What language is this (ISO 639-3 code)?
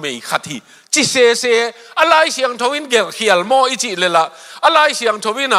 ctd